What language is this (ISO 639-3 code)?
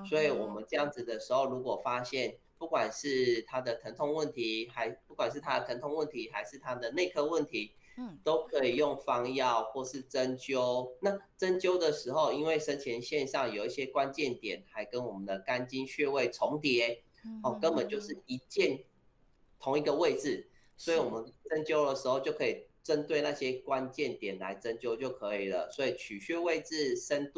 zho